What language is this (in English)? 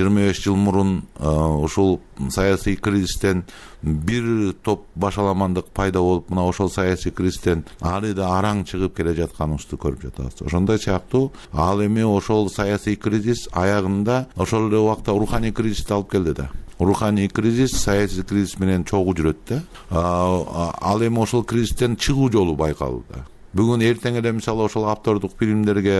Kyrgyz